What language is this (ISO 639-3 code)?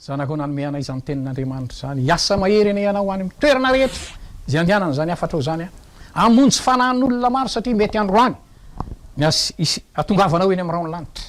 mlg